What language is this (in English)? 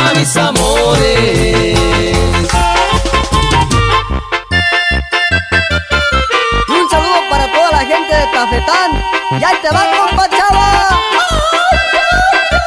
Spanish